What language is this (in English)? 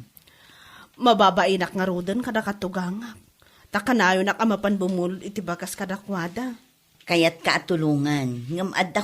Iloko